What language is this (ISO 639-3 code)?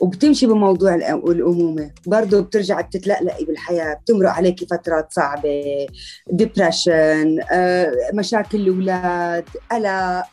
apc